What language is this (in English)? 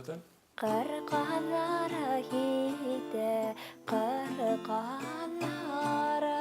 Bashkir